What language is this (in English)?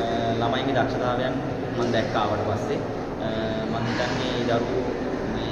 Sinhala